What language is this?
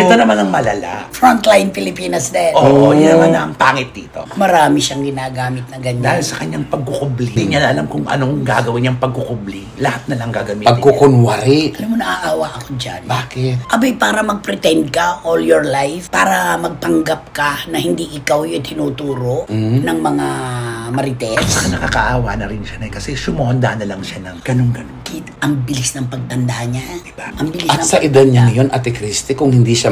Filipino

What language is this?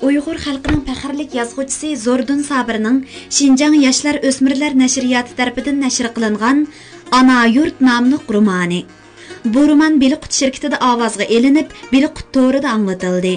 Uyghur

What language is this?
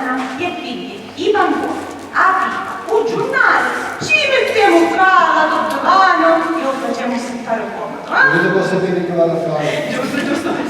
Sicilian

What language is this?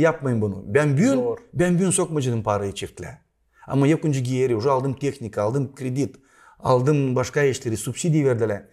Gagauz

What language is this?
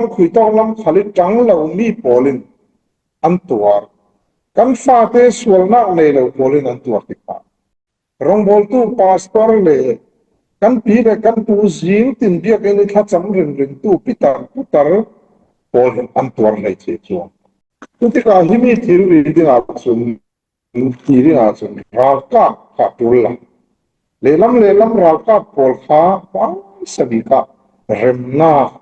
Falam Chin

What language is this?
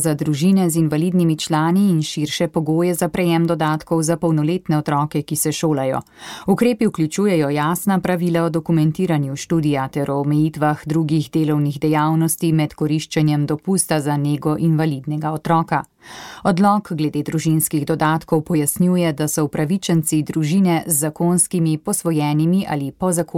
Slovenian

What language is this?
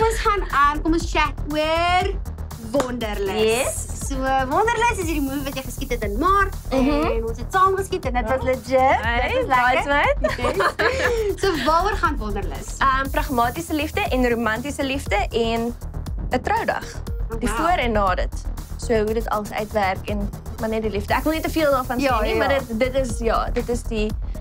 Afrikaans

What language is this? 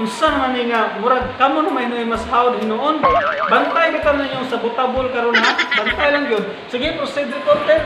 Cebuano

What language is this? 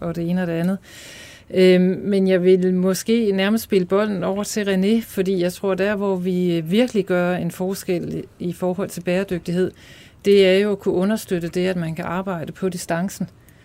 Danish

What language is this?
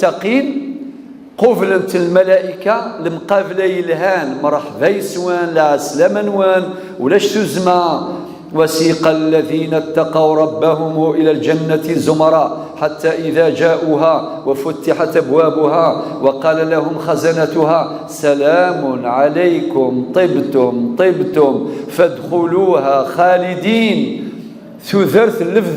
Kabyle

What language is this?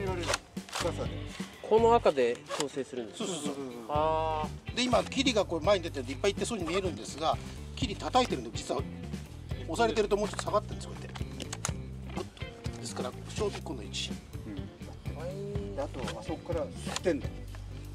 Japanese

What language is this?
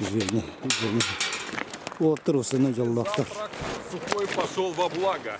Yakut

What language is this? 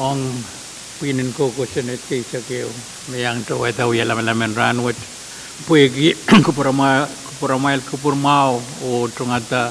Pohnpeian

